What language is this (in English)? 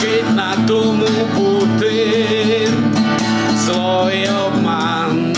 Rusyn